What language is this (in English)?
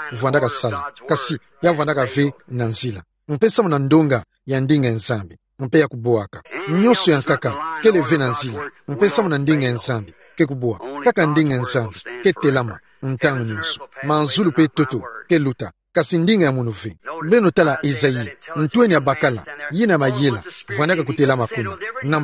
Kituba (Democratic Republic of Congo)